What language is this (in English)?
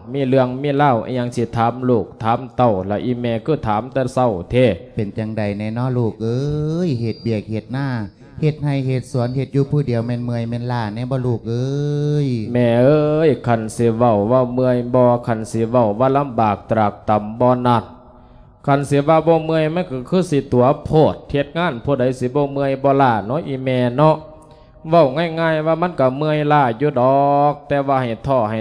Lao